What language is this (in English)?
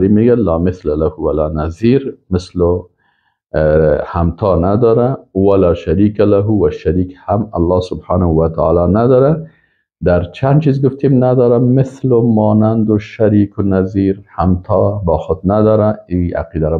Persian